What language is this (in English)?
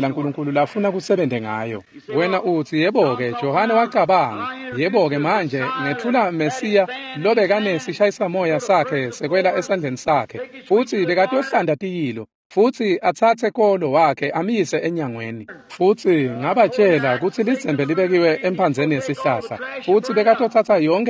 Swati